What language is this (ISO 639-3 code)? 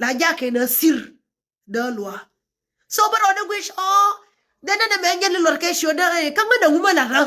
nus